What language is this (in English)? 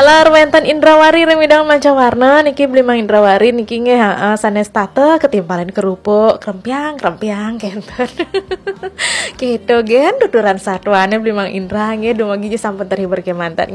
Balinese